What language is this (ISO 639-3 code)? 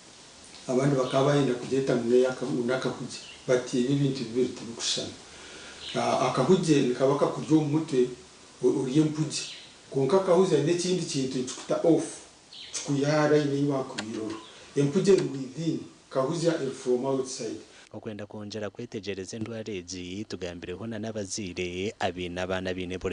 nyn